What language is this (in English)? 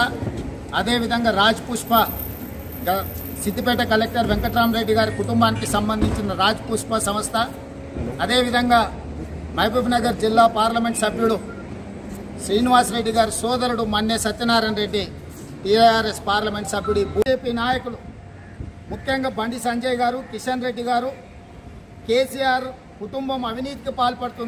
Telugu